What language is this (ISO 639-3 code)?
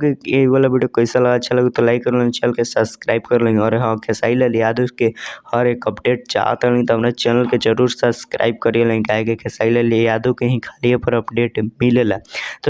bho